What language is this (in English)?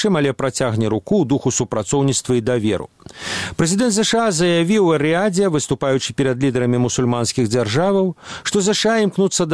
Belarusian